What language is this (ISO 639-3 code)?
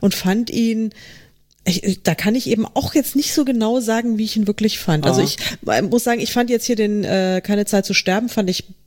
deu